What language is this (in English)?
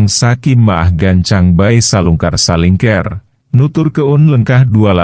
Sundanese